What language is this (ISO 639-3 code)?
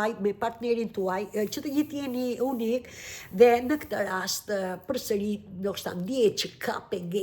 sqi